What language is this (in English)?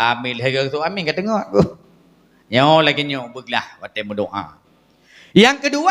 Achinese